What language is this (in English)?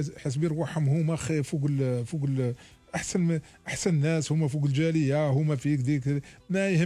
Algerian Arabic